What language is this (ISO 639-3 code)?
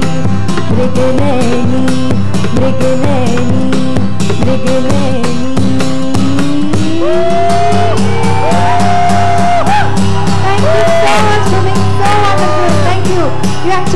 hin